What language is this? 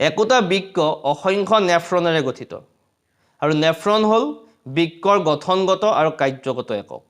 Assamese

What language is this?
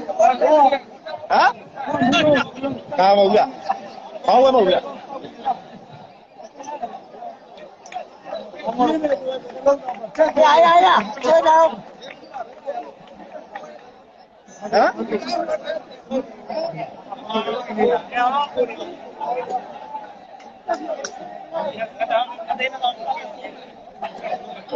Burmese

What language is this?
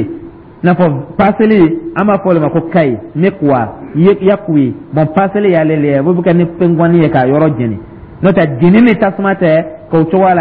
Dyula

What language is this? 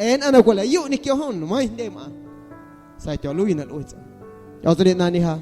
Guerrero Amuzgo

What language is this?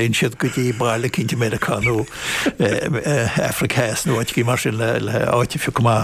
Irish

